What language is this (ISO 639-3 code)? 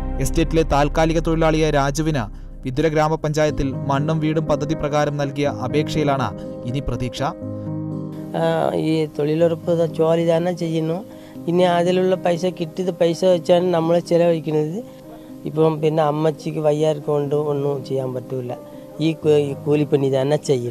mal